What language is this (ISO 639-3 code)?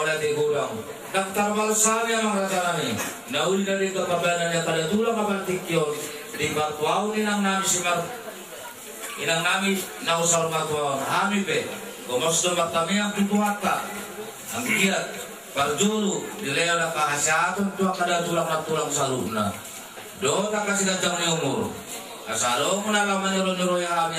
bbc